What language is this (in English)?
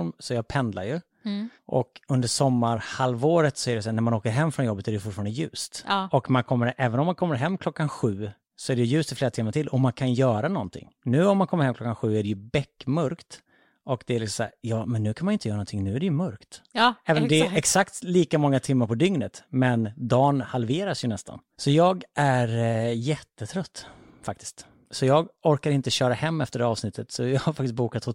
Swedish